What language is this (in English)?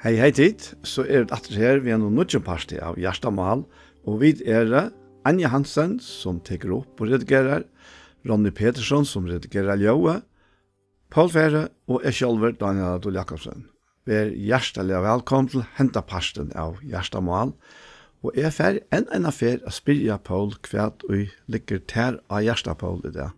Faroese